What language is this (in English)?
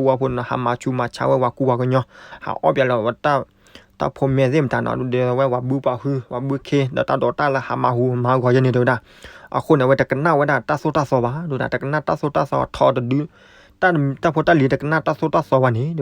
S'gaw Karen